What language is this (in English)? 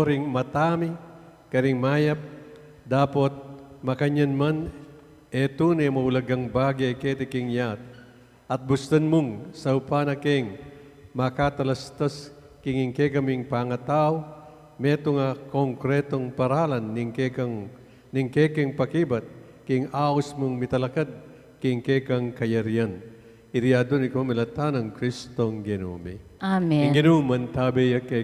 Pampanga